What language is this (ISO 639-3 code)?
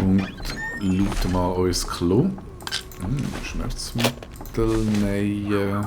gsw